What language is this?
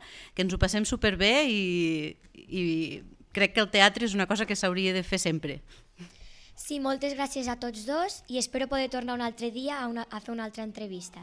Catalan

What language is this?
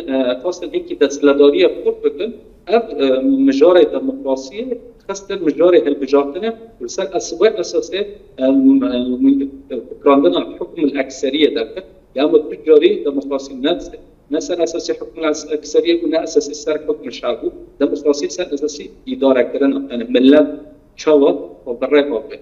Kurdish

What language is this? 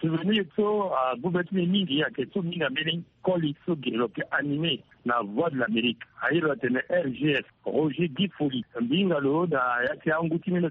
Sango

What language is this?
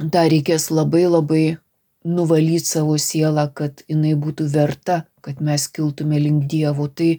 Lithuanian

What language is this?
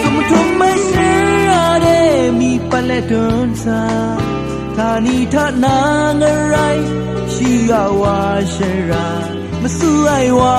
Kachin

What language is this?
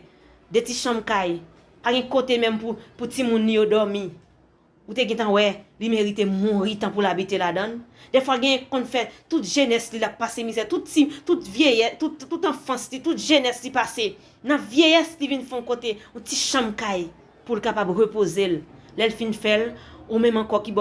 Haitian Creole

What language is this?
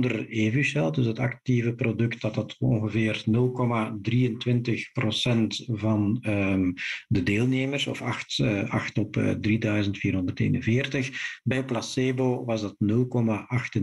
Dutch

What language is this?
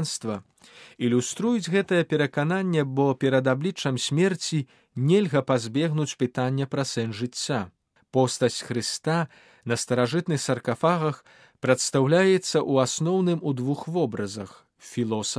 Belarusian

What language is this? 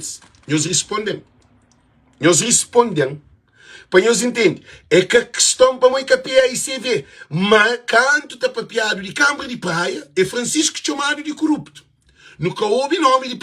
Kabuverdianu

